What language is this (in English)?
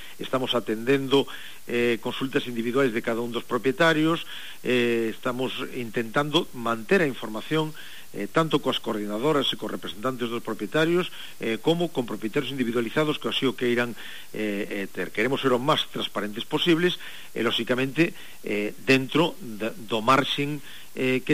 Galician